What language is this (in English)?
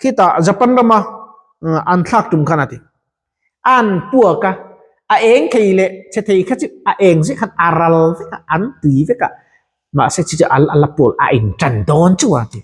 Mizo